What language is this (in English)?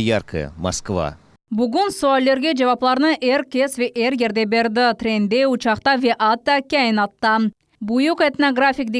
Crimean Tatar